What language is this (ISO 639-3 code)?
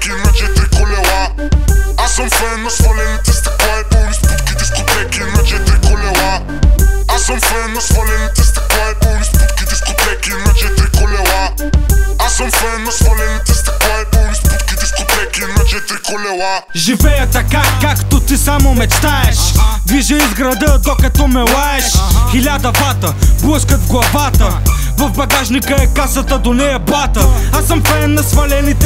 bul